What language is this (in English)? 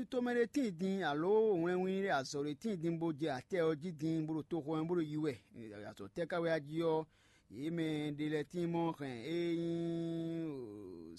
Fon